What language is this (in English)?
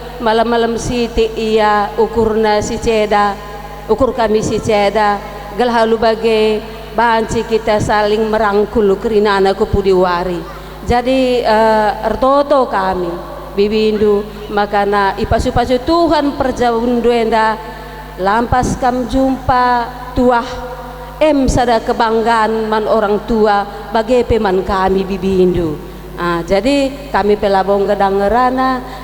Batak Karo